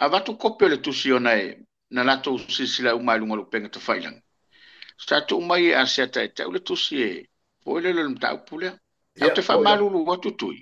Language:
Samoan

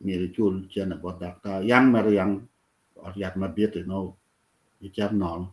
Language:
Acoli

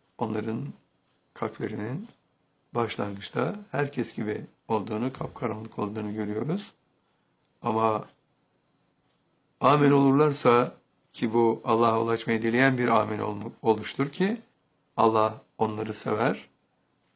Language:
Turkish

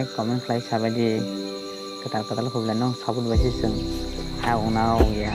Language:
Kok Borok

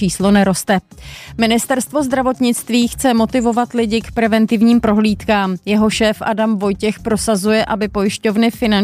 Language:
Czech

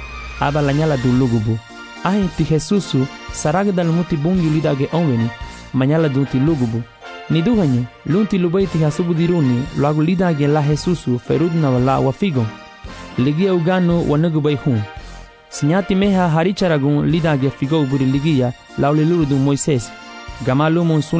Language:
Garifuna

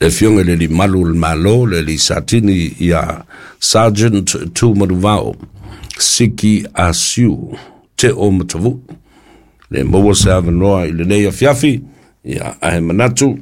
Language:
Samoan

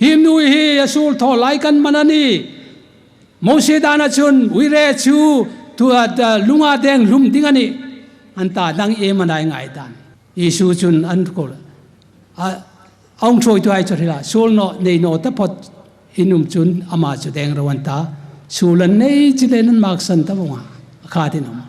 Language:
Hmar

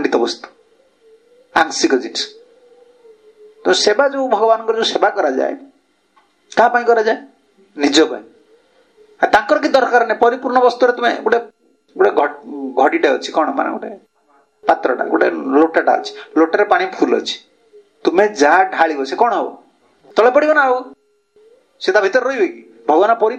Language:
Odia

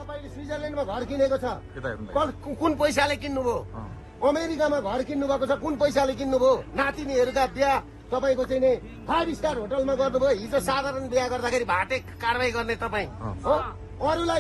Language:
Nepali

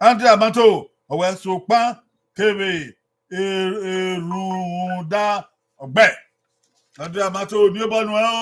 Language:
Bini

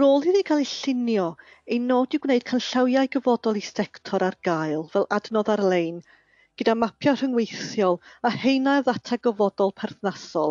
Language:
Welsh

